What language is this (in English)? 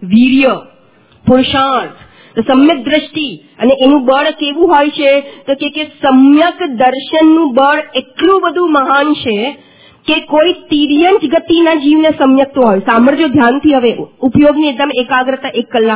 Gujarati